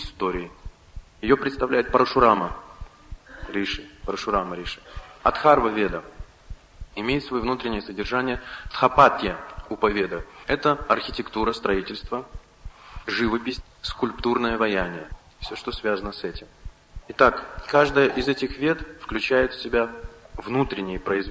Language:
Russian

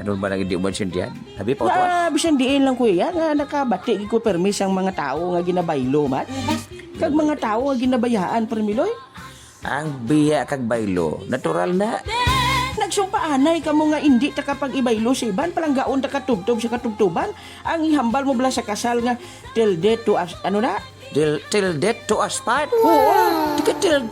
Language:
Hiligaynon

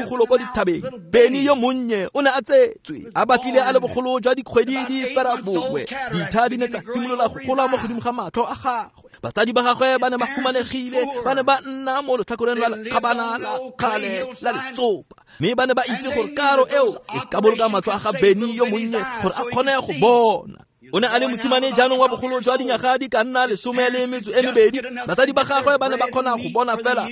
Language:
Tswana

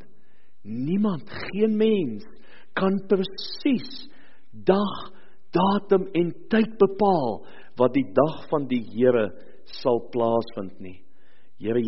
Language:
Afrikaans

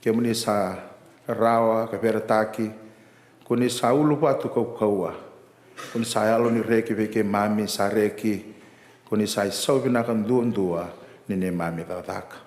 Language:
Fijian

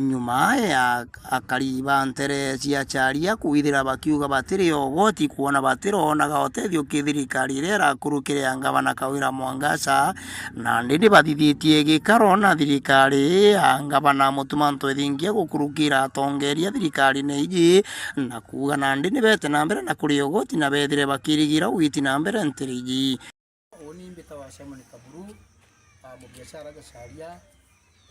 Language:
Meru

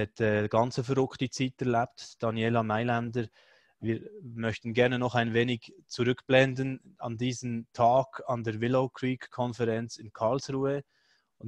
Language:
Swiss German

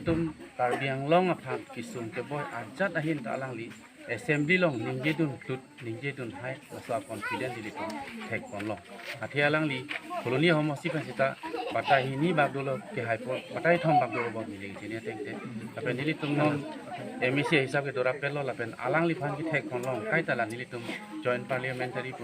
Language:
Karbi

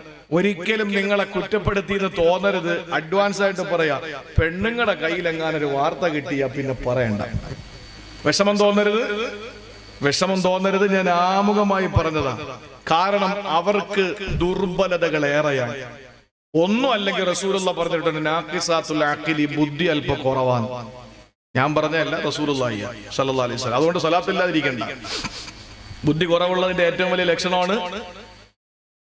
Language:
Malayalam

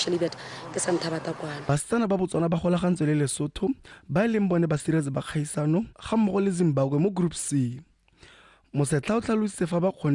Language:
Tswana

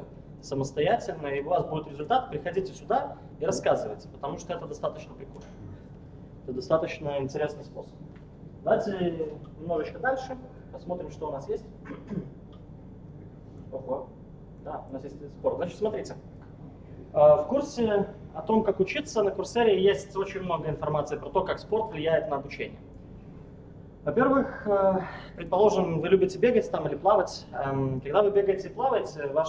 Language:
Russian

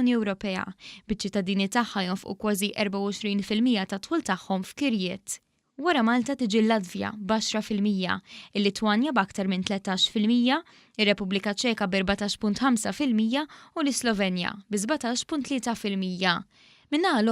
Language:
Maltese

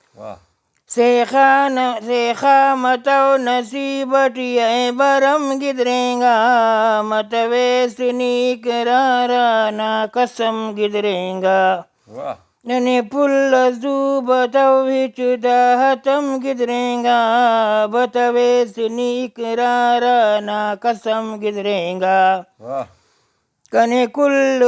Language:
Brahui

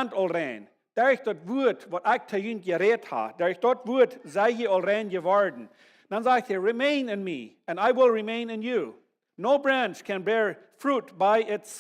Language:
Plautdietsch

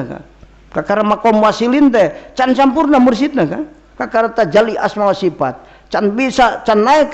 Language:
Sundanese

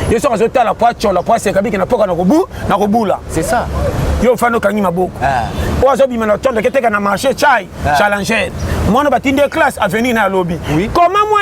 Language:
Lingala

